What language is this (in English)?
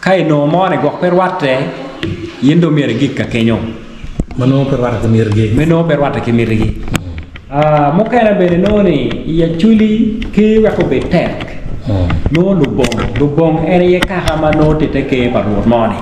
Acoli